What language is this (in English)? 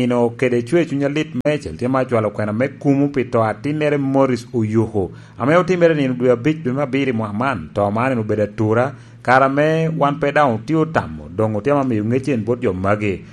Lango (Uganda)